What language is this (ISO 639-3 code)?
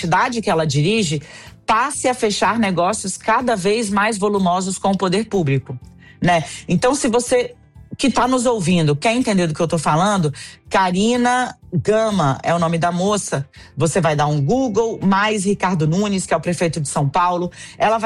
por